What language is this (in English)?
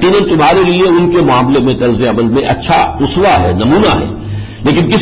Urdu